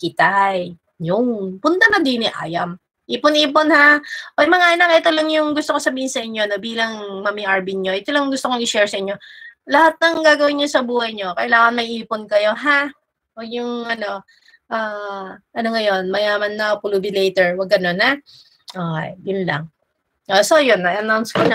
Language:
Filipino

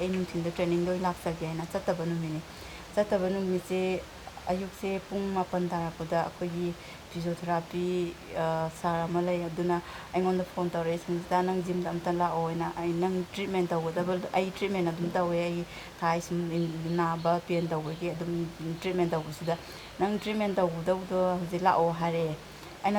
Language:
Manipuri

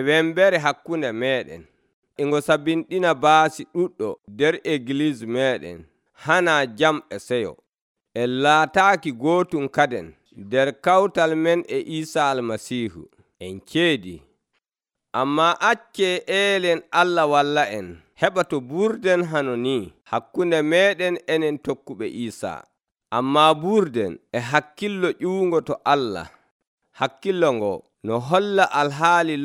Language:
Nigerian Fulfulde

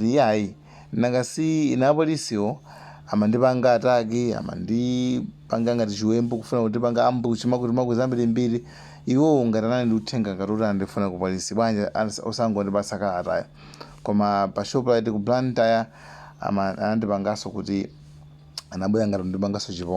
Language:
Nyanja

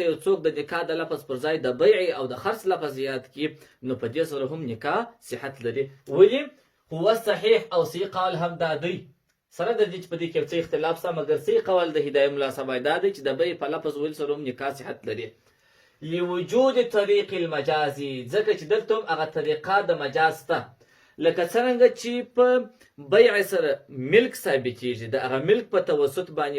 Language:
Pashto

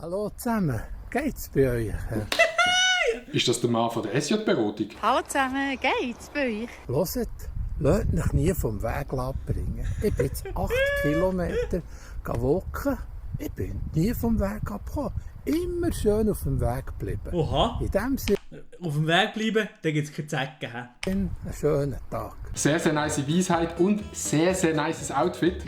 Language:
Swiss German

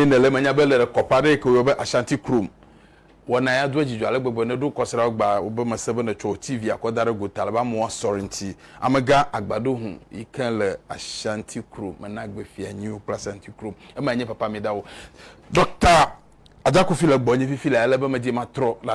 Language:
Ewe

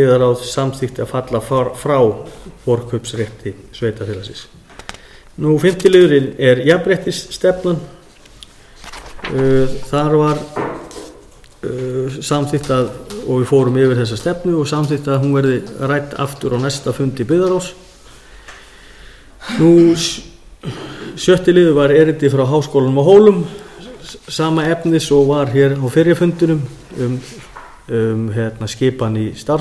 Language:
Icelandic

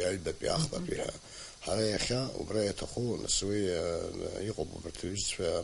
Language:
Abkhazian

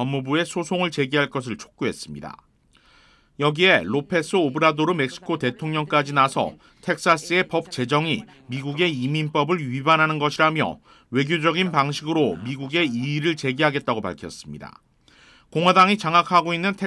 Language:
Korean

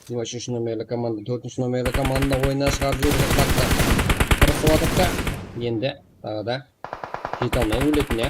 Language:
Kara-Kalpak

